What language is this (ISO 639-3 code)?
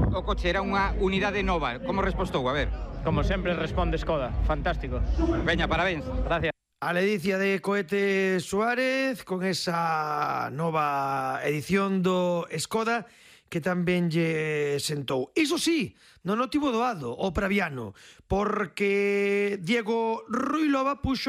glg